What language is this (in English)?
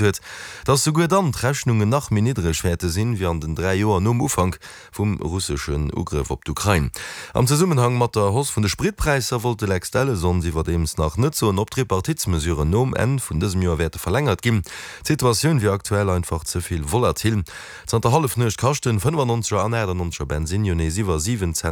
Luxembourgish